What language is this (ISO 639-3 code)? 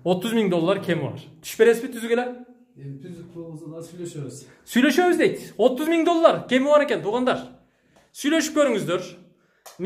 kir